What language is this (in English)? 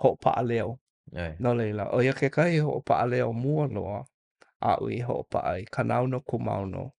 Hawaiian